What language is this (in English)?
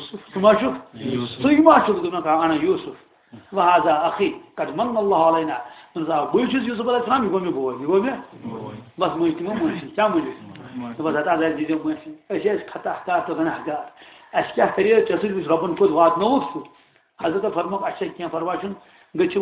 Kashmiri